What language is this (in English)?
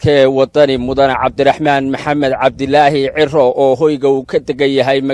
Somali